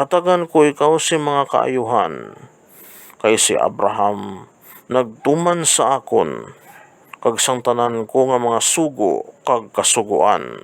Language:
Hiligaynon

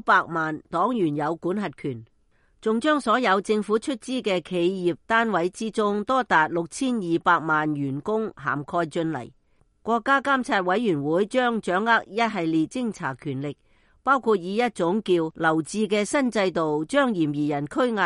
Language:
Cantonese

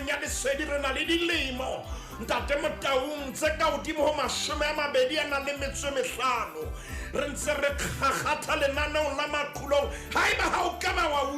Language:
Southern Sotho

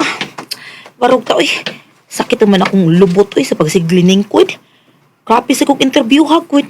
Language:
Cebuano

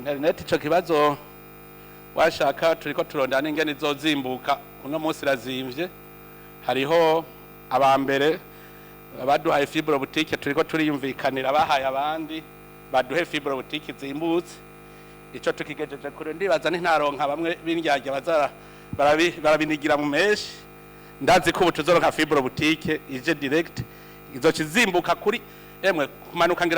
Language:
Rundi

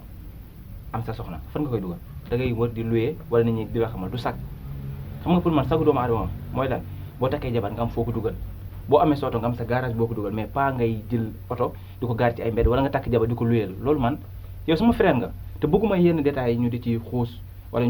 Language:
Wolof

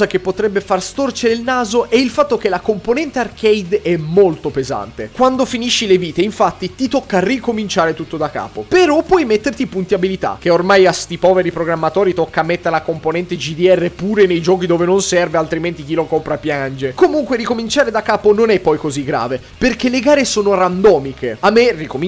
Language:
Italian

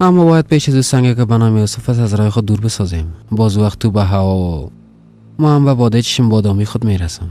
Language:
Persian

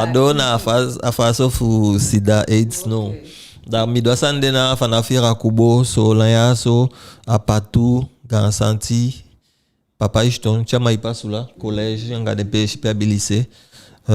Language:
Eastern Maroon Creole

